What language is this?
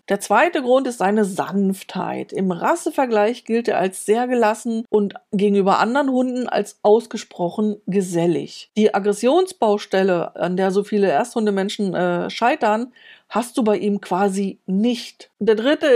German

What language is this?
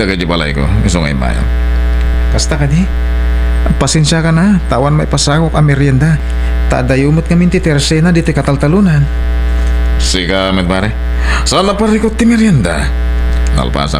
Iloko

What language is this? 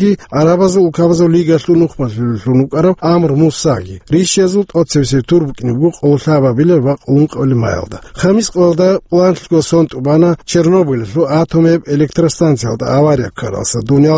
Avaric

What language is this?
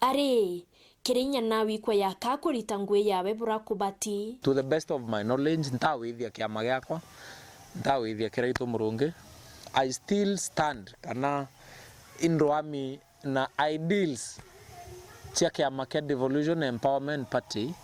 Meru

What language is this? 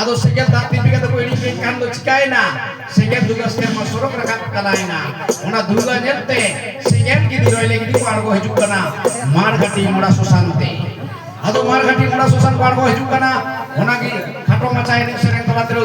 Santali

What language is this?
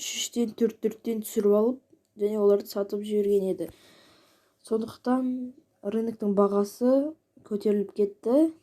Kazakh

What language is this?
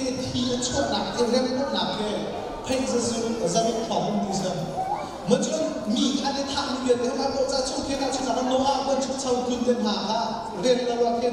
Hakha Chin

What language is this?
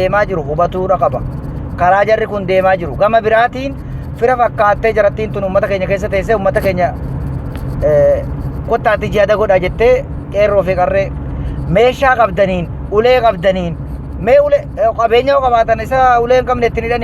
Oromo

